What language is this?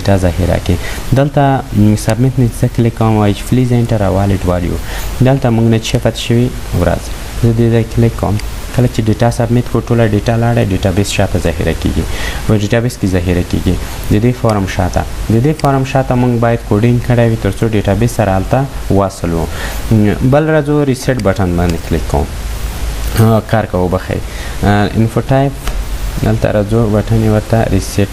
Pashto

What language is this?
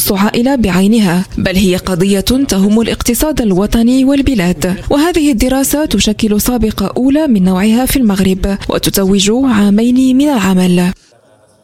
Arabic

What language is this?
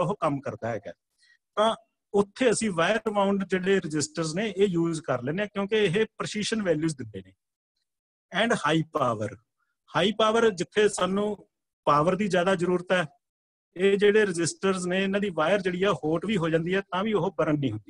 Punjabi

